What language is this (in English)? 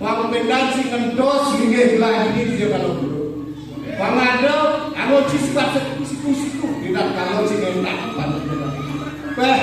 Balinese